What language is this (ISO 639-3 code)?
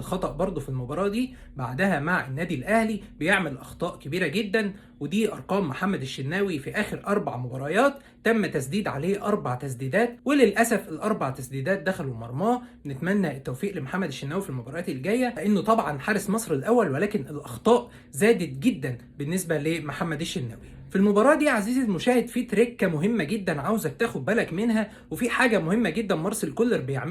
arz